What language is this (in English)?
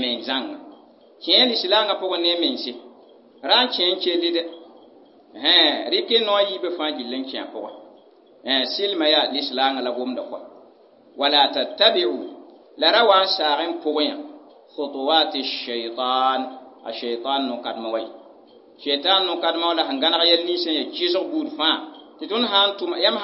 Mossi